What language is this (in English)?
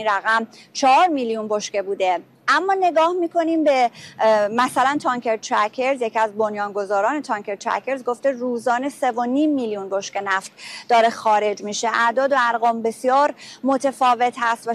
Persian